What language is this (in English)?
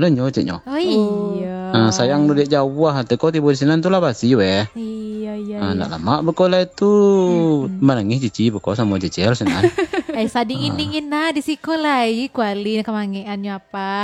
Minangkabau